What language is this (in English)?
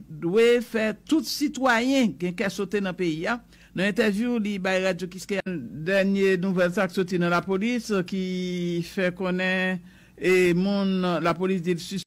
Haitian Creole